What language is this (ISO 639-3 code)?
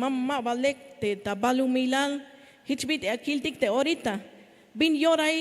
tzh